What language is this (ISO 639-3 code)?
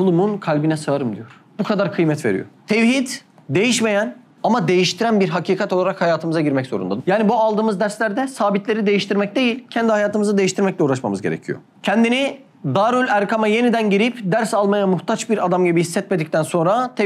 tur